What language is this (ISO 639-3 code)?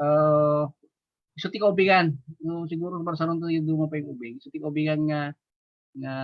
ilo